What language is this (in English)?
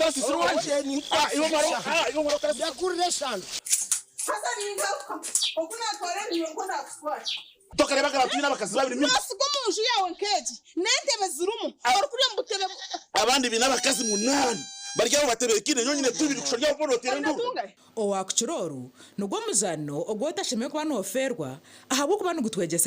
Nyankole